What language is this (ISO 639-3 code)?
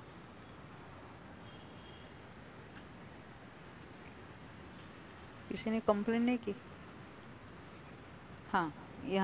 hin